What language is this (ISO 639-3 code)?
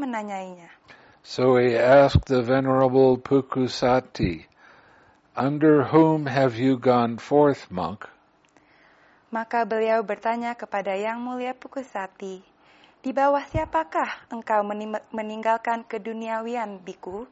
ind